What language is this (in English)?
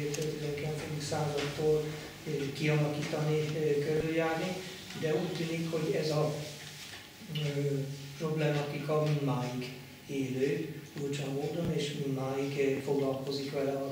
Hungarian